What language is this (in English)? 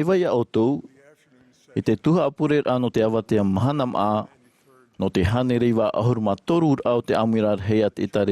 Tahitian